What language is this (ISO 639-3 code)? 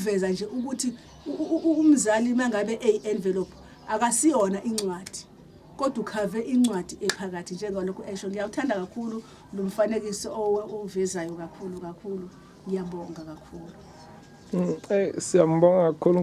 zul